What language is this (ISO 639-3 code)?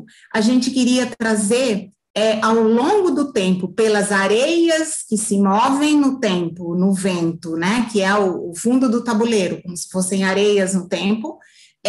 por